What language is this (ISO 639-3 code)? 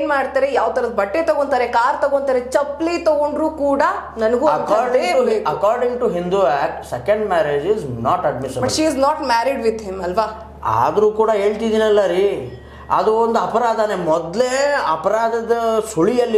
kan